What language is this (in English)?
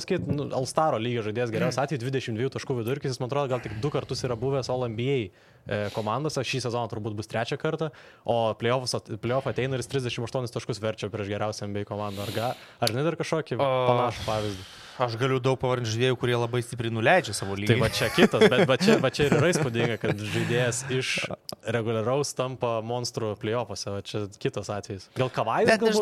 Lithuanian